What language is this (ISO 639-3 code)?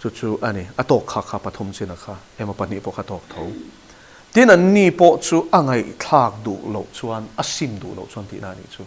lus